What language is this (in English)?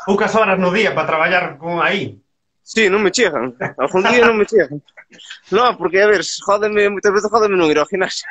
Galician